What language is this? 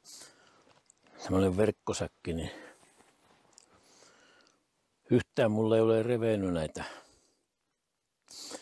Finnish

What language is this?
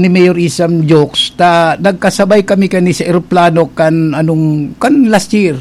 Bikol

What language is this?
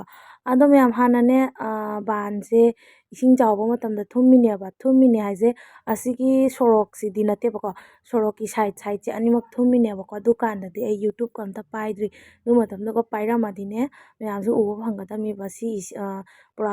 Manipuri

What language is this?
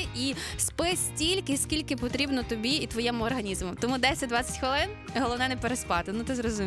Ukrainian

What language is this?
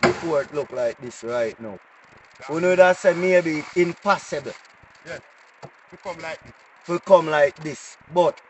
Jamaican Creole English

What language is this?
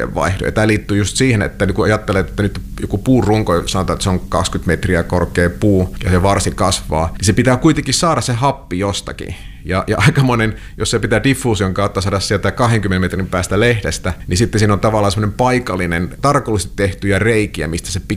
Finnish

